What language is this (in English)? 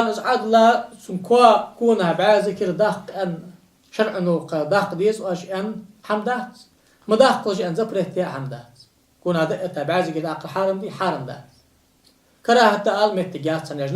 Ingush